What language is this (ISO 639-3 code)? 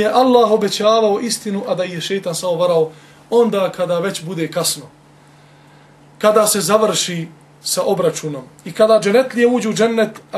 bos